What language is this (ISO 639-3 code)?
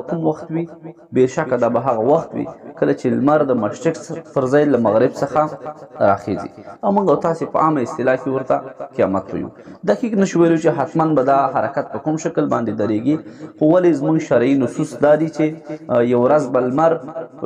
pus